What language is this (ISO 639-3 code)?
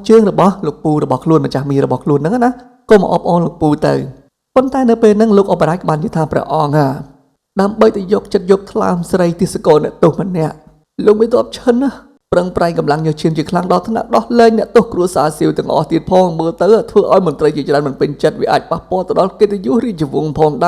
khm